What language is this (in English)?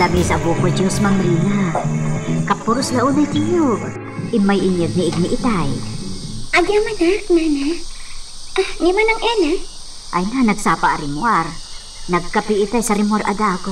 Iloko